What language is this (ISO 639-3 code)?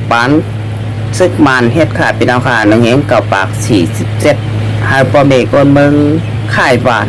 shn